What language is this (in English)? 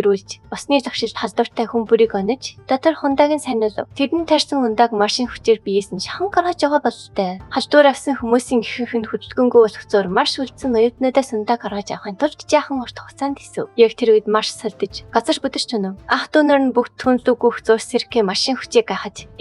Mongolian